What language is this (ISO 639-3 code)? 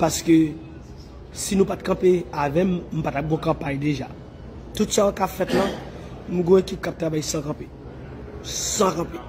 hat